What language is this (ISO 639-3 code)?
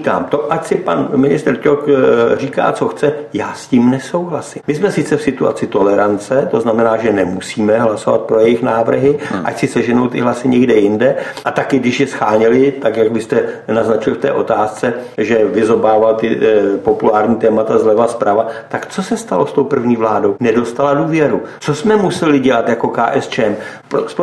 ces